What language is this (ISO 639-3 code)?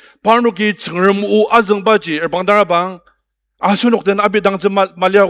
njo